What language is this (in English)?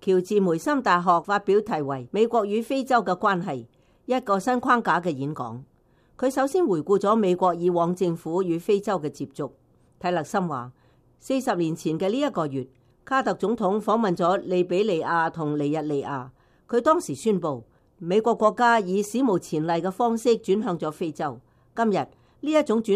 Cantonese